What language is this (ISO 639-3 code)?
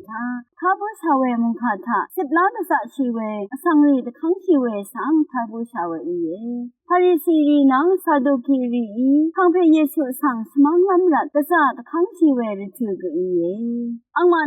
raw